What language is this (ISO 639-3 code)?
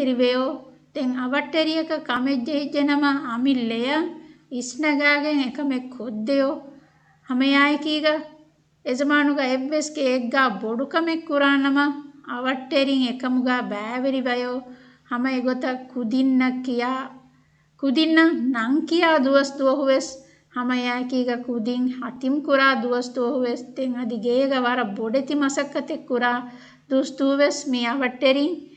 div